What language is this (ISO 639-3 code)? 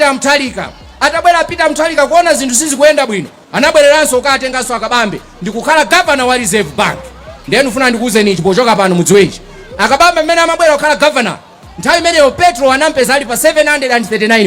nya